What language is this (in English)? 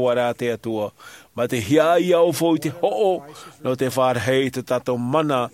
Tahitian